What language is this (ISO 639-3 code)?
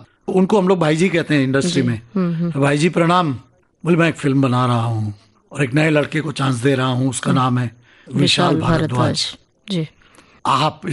hin